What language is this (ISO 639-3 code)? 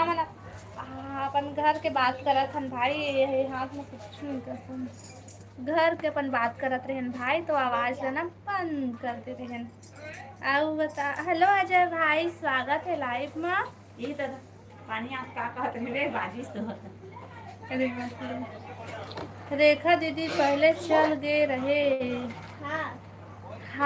hne